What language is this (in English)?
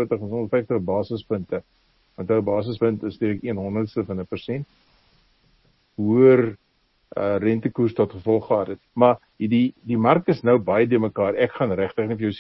Afrikaans